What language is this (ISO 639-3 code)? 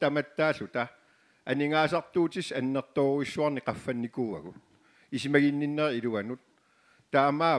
kal